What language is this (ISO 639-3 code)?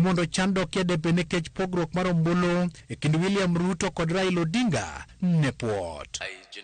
luo